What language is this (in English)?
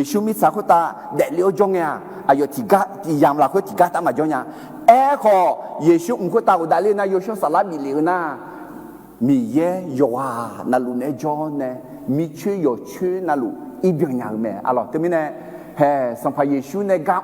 Akha